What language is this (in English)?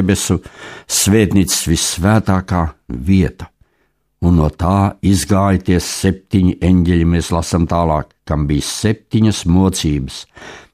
Latvian